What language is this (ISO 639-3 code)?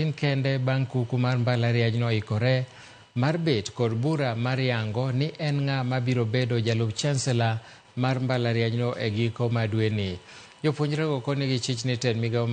luo